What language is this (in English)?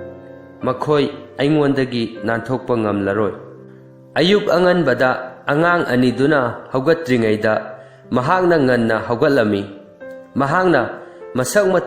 Manipuri